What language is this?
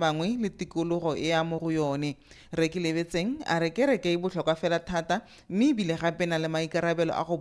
Tswana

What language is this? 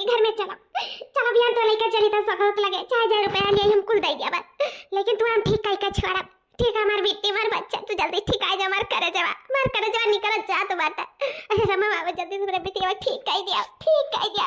Awadhi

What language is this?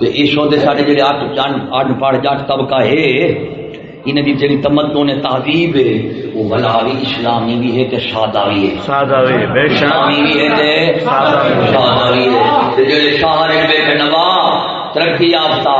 Saraiki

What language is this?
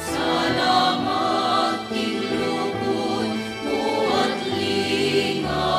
Pampanga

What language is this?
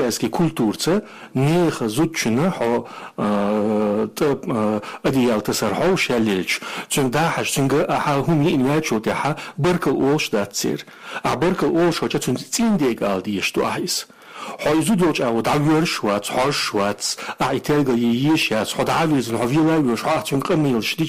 Chechen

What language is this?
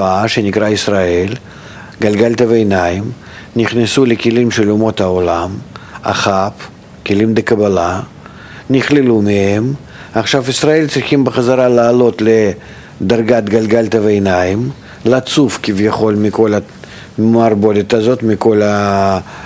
Hebrew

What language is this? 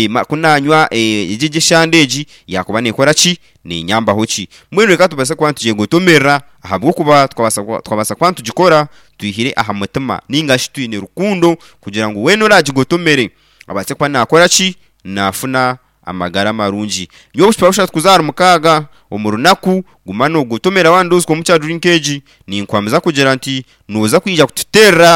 Nyankole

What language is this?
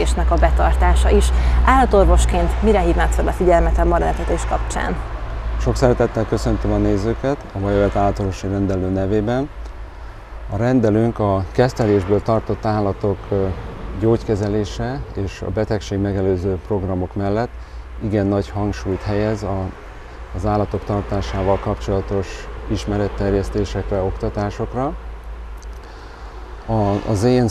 Hungarian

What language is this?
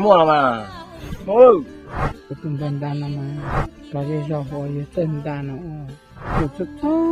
Hmong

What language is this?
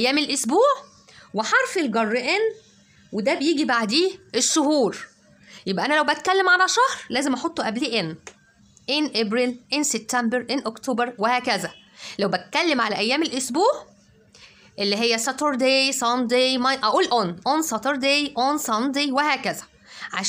Egyptian Arabic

